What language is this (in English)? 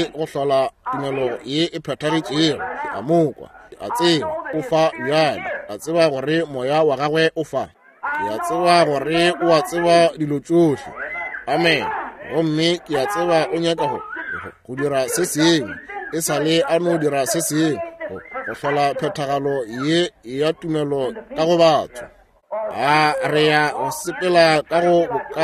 Northern Sotho